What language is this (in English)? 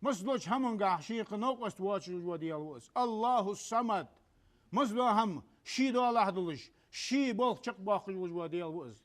Ingush